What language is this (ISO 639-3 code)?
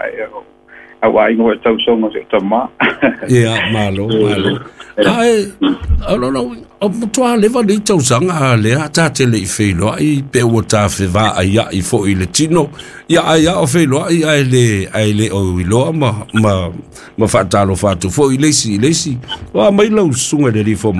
smo